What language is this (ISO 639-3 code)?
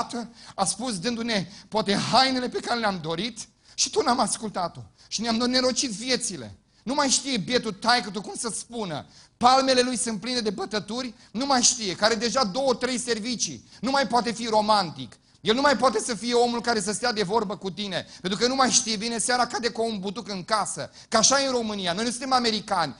ron